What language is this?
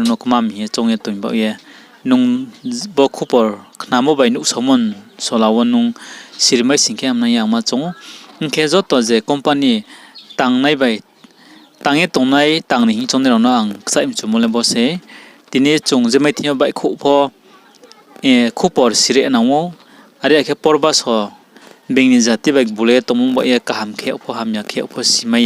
Riang (India)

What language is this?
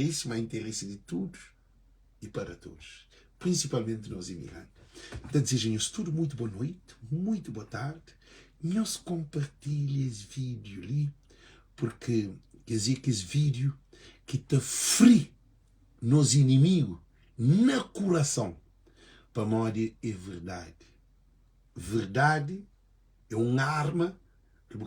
Kabuverdianu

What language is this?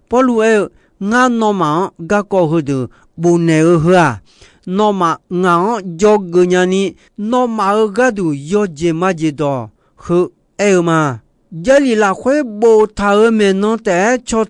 Akha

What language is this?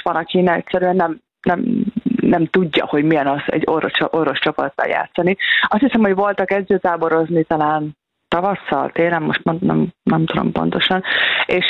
Hungarian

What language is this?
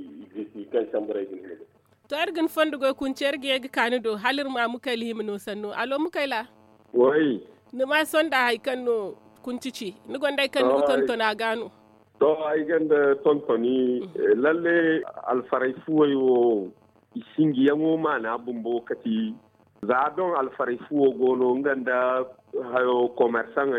Zarma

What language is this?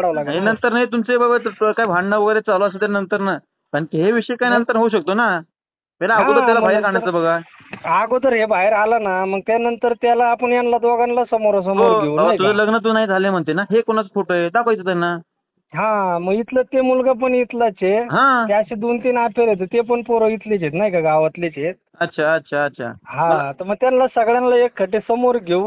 Marathi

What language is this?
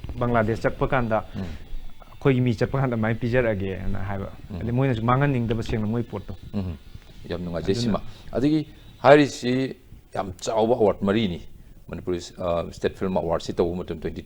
Manipuri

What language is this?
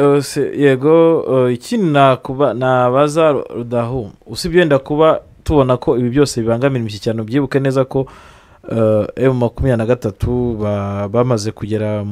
Kinyarwanda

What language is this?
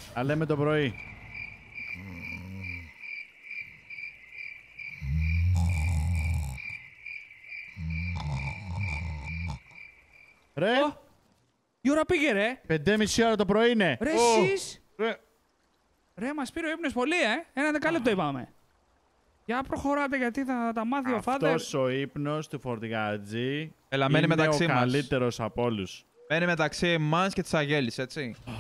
Greek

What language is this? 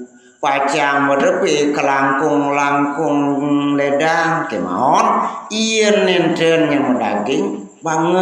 Balinese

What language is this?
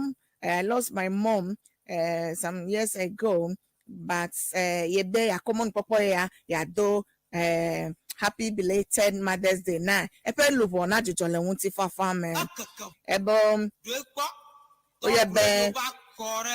Ewe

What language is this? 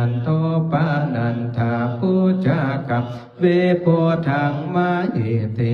Pali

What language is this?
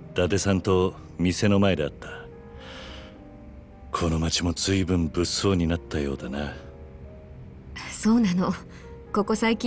Japanese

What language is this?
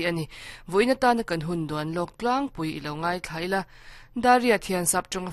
Mizo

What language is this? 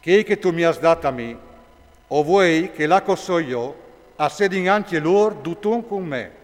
Friulian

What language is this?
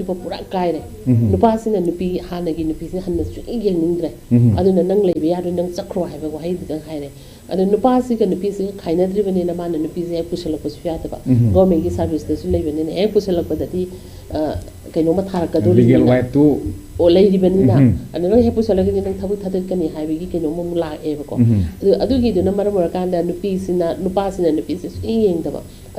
Manipuri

